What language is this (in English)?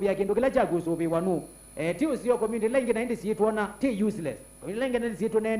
Kamba